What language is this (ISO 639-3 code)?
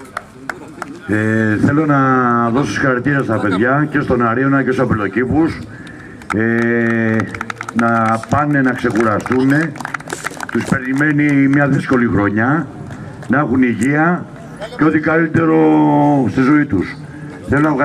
ell